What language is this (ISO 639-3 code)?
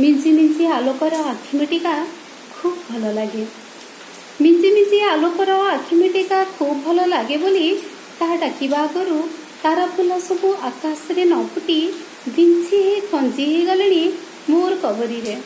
ori